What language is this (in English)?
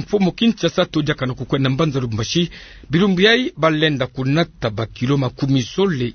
Kituba (Democratic Republic of Congo)